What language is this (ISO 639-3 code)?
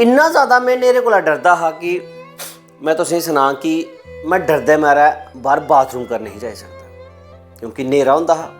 doi